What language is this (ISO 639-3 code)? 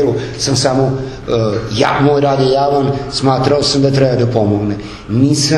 srp